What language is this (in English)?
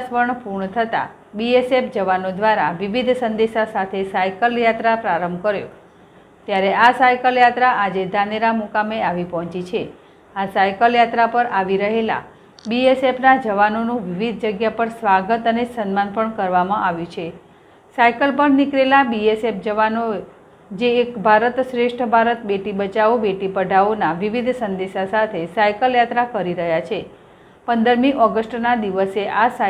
Gujarati